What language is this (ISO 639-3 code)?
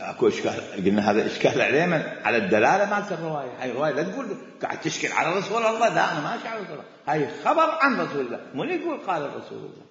acm